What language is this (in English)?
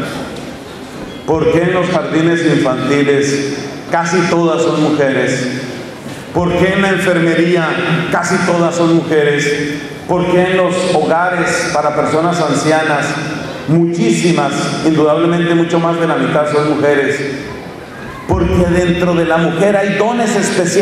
Spanish